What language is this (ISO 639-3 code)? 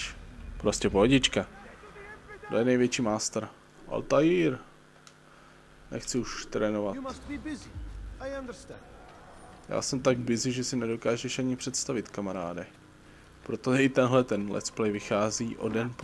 ces